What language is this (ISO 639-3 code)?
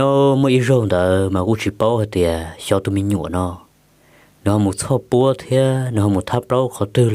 hmn